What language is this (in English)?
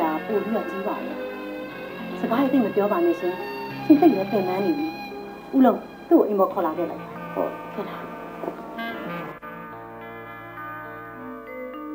Burmese